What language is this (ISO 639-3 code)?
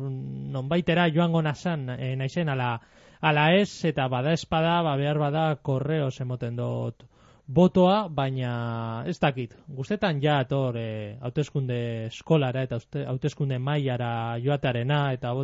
eus